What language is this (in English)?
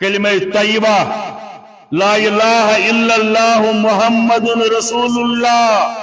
Kashmiri